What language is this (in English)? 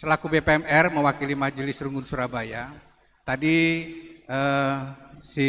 Batak Karo